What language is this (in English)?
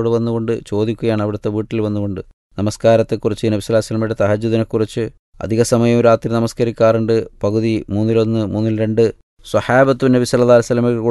Malayalam